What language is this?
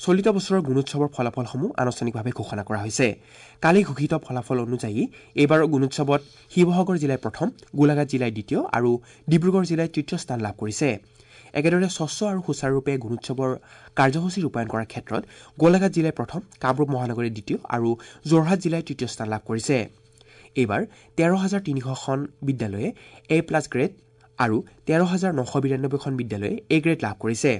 Assamese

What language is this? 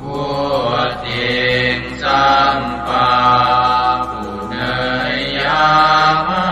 Pali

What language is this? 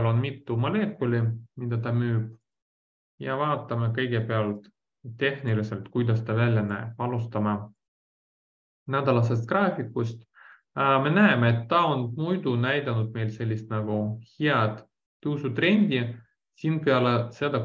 Estonian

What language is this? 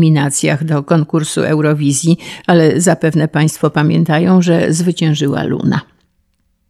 Polish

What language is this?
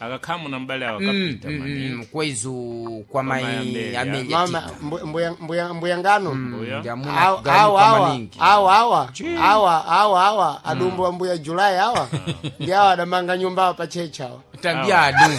Sena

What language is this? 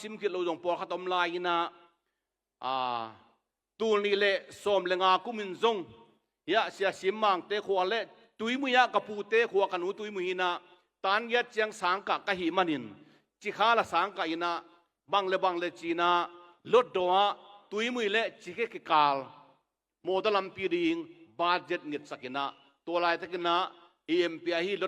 Tedim Chin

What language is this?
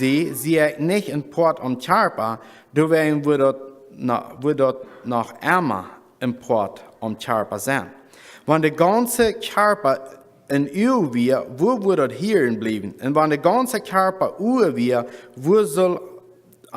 Plautdietsch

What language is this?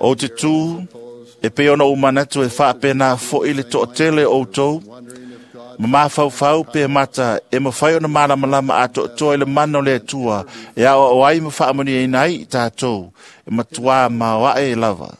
Samoan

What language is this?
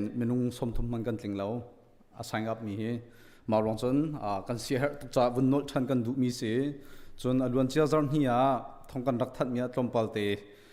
Hakha Chin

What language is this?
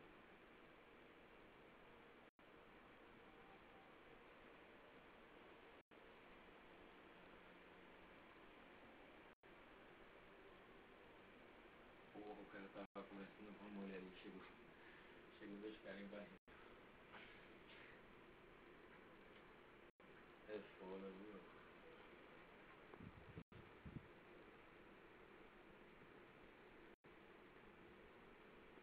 Portuguese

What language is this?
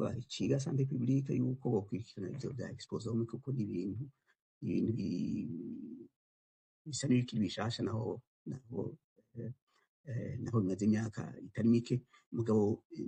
Rundi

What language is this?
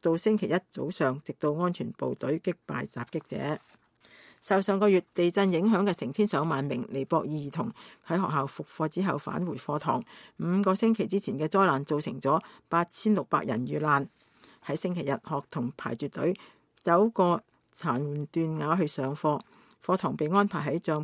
Cantonese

